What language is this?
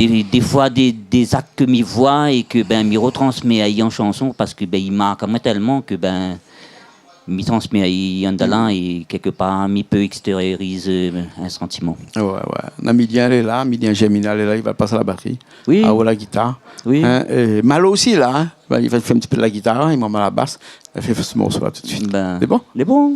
Réunion Creole French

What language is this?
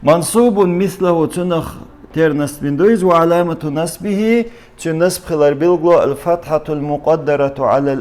Chechen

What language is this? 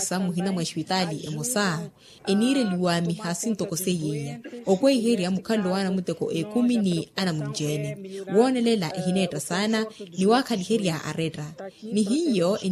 Makhuwa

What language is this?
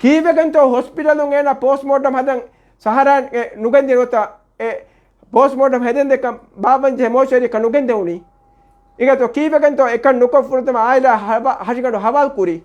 Divehi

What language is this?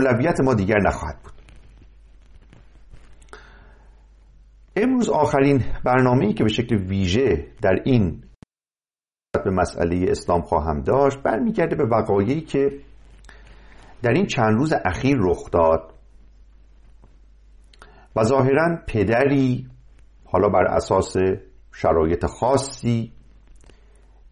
Persian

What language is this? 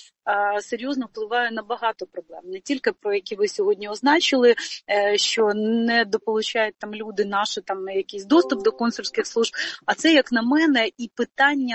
Ukrainian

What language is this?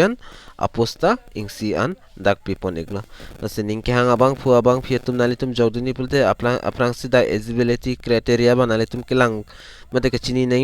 Karbi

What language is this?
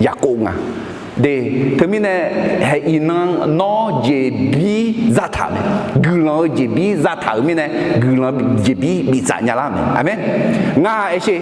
Akha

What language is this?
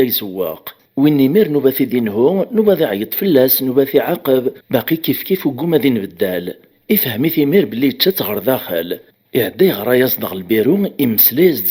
Kabyle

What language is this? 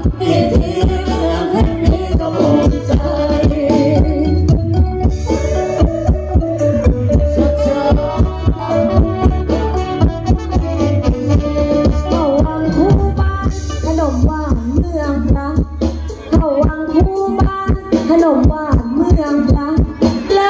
Thai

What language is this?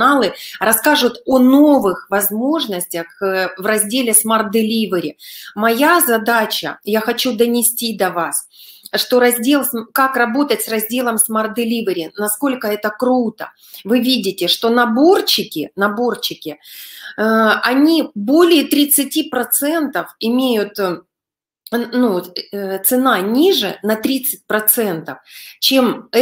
Russian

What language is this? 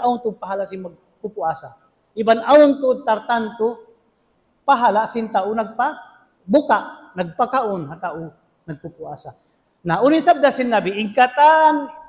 Tausug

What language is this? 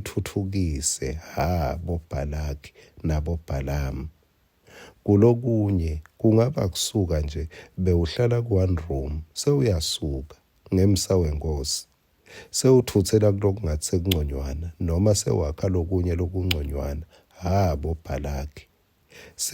Swati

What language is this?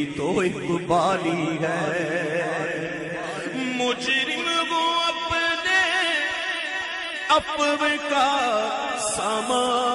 Urdu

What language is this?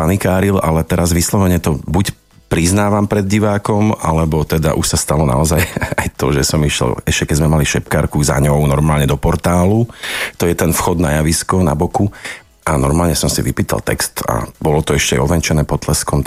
Slovak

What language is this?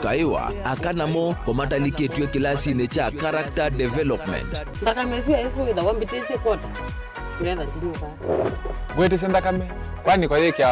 Kamba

